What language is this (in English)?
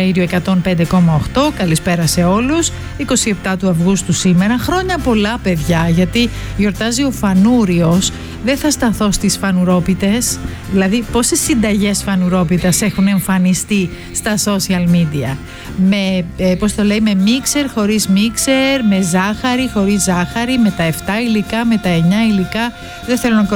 Greek